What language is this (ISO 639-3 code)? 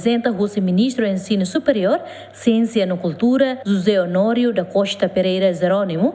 tet